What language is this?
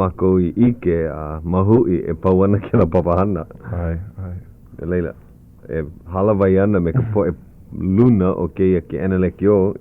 Hawaiian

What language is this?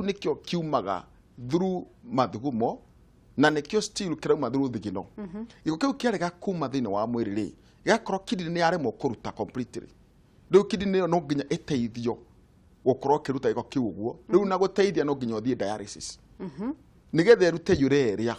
Kikuyu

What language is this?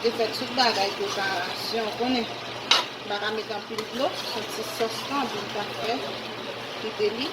Haitian Creole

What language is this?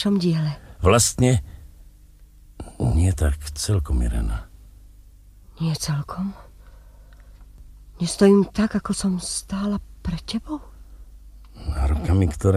Slovak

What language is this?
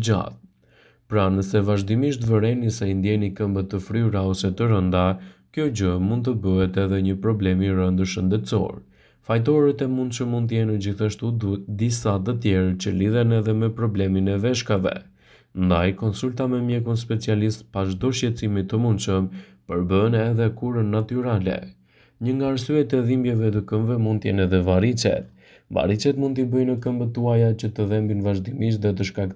Albanian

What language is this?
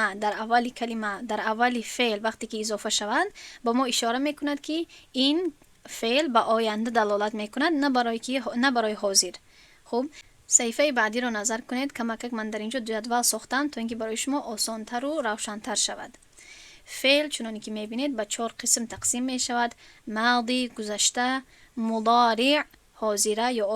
Tajik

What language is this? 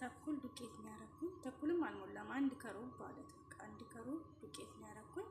Amharic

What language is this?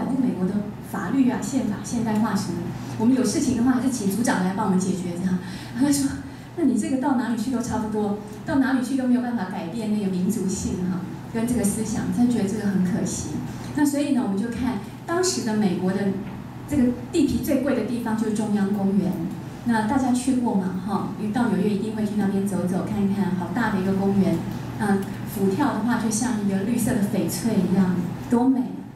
Chinese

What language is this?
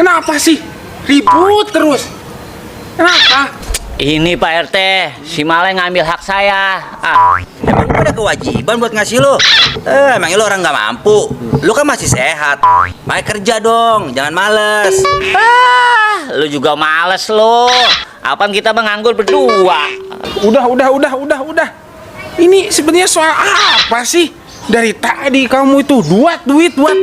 Betawi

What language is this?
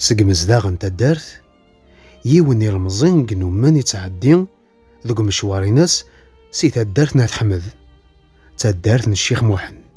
Kabyle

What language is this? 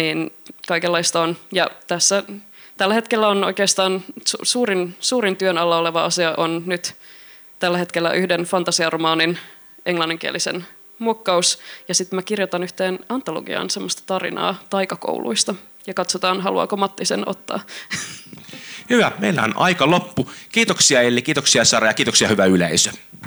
Finnish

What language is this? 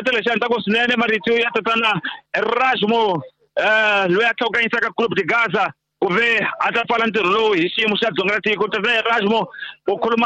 Tsonga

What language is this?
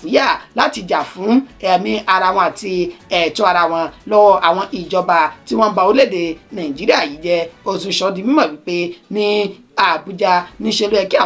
Yoruba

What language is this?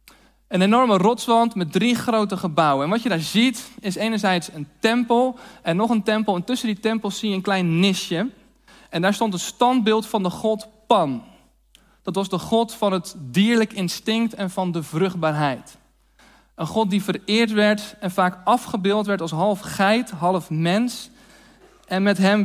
Dutch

